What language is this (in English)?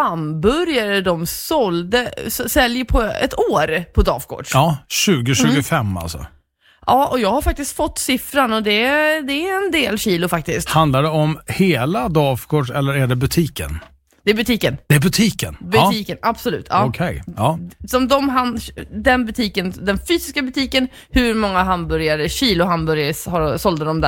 Swedish